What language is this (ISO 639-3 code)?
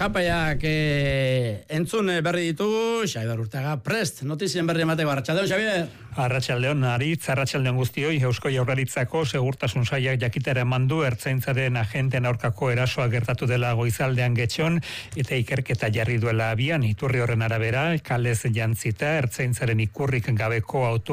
eus